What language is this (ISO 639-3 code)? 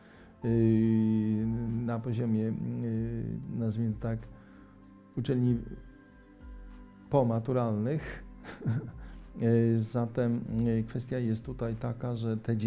pol